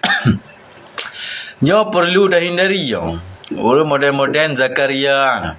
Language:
Achinese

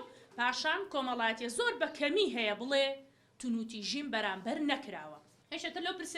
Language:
Central Kurdish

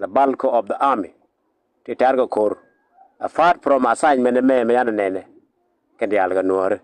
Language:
Nuer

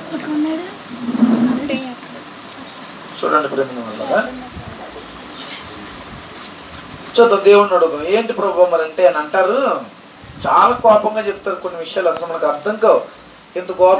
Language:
Telugu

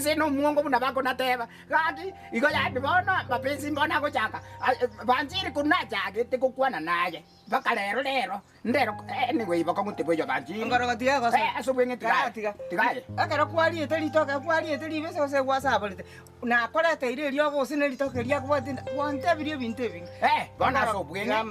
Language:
Gusii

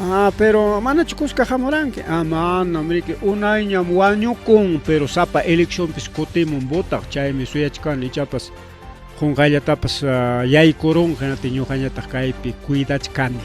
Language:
Ayacucho Quechua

